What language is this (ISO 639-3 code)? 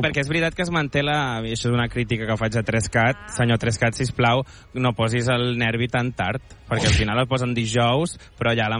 cat